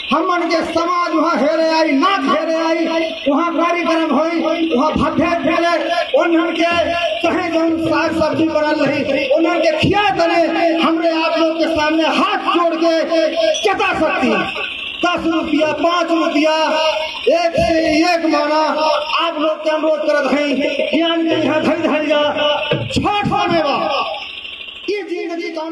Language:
Bhojpuri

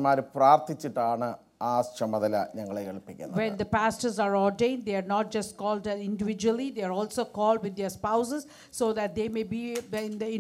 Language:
Malayalam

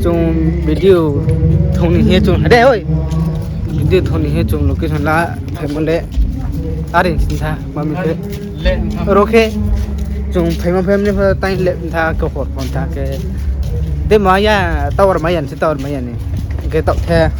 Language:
Riang (India)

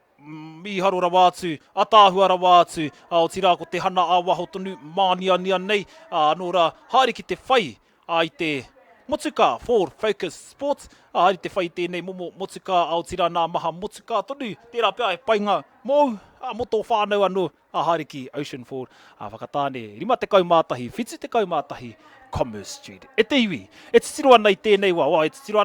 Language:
Māori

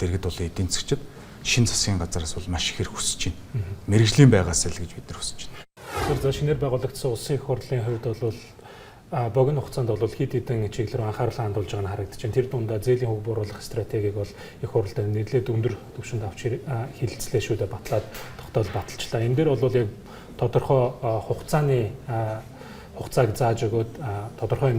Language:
Mongolian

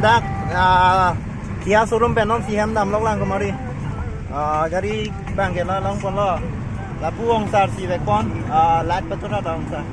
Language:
Karbi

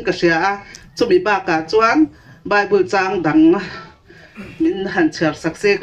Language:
Mizo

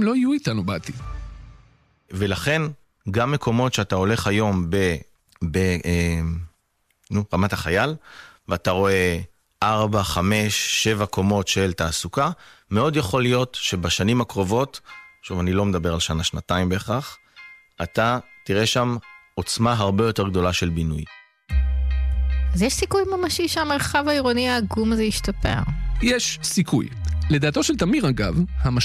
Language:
Hebrew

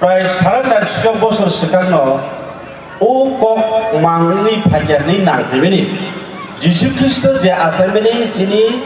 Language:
Kok Borok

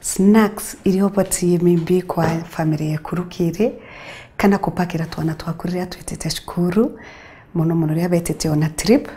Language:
Meru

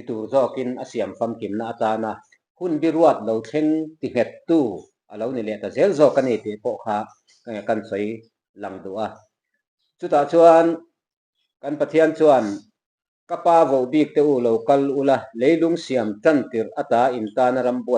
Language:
Mizo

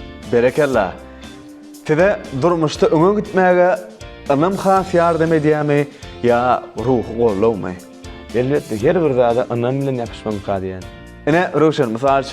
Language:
Turkmen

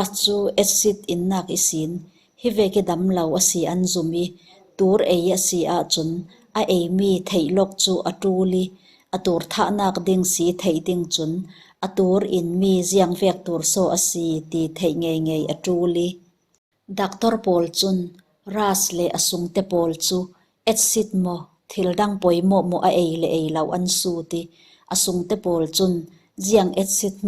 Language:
Falam Chin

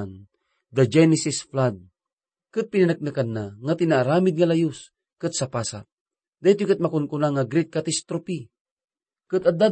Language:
Iloko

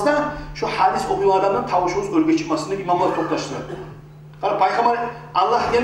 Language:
Kumyk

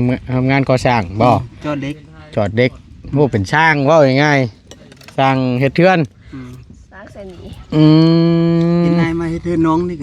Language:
Northeastern Thai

